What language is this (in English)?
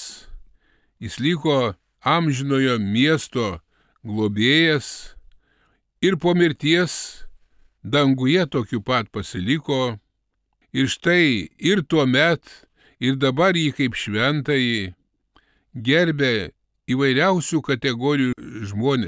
Lithuanian